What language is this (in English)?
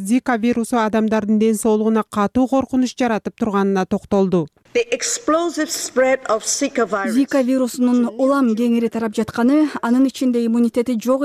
Kyrgyz